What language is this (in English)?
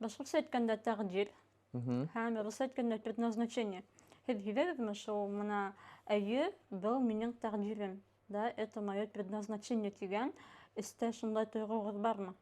Bashkir